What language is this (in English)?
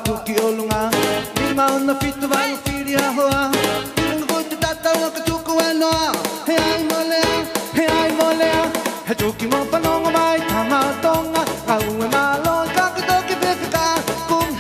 Tongan